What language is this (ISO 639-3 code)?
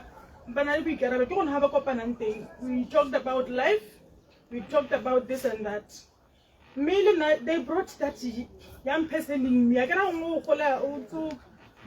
tsn